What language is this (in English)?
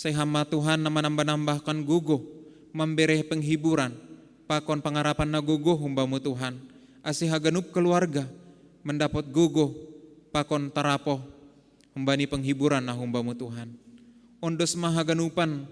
Batak Simalungun